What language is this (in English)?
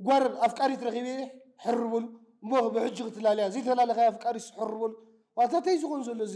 Tigrinya